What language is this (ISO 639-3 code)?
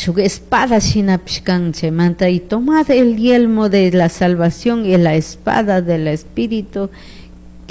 qug